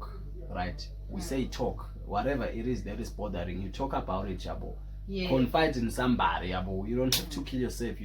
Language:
Zulu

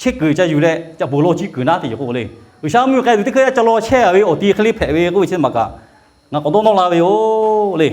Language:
Lahu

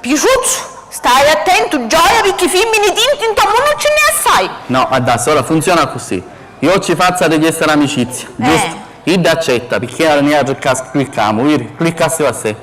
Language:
Sicilian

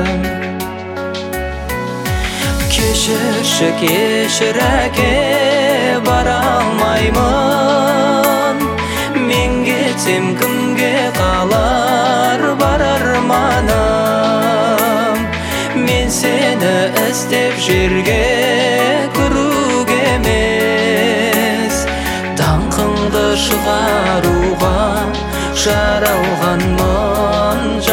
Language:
Kazakh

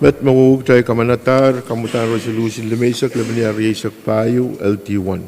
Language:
Pohnpeian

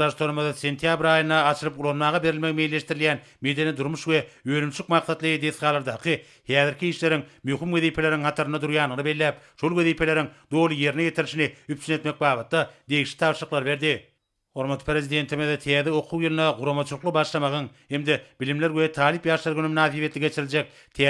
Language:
Turkmen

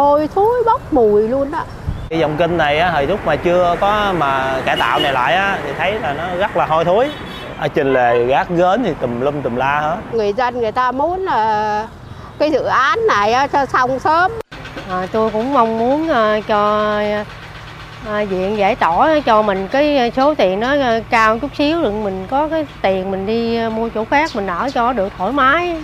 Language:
Vietnamese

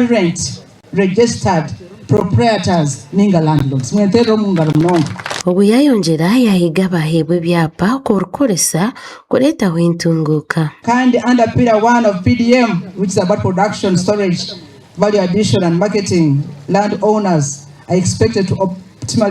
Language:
Nyankole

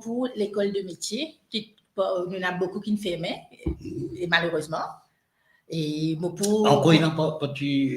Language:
Morisyen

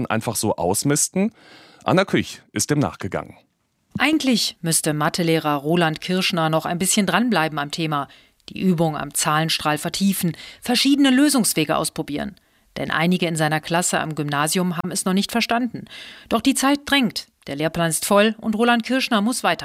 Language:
German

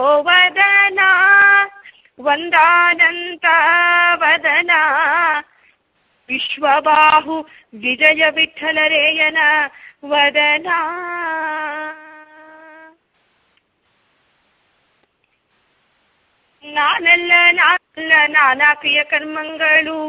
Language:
Kannada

